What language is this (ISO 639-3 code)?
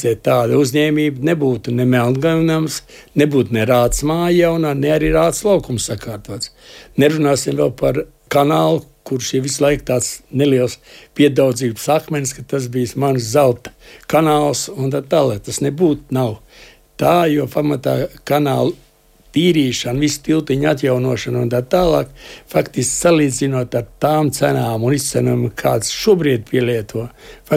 lav